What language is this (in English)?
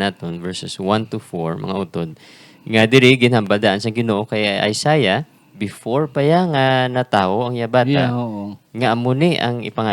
Hiligaynon